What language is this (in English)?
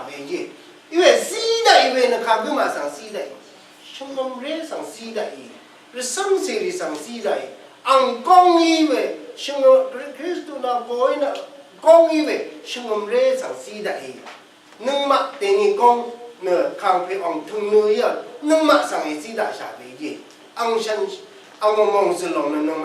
Rawang